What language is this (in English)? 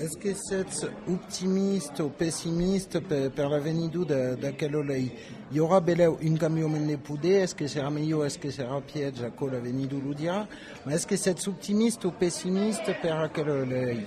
Occitan